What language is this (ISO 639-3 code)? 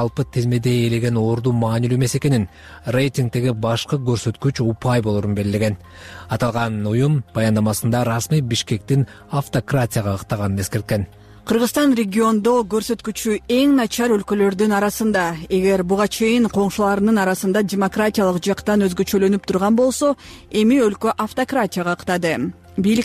kir